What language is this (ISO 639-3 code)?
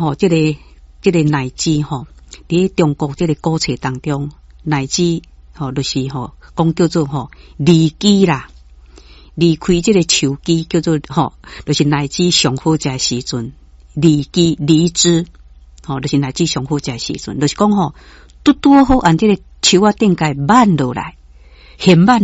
nan